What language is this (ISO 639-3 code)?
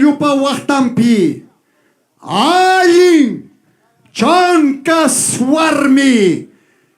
quy